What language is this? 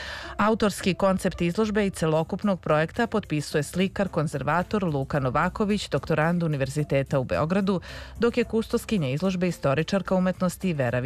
Serbian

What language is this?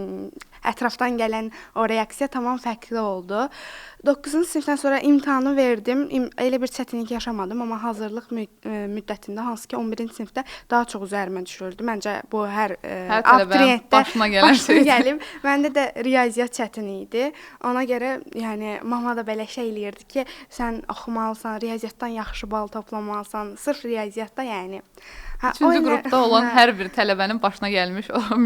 Azerbaijani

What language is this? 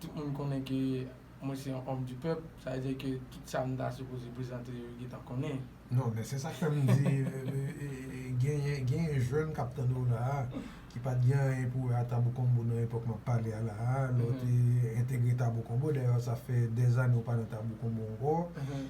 Haitian Creole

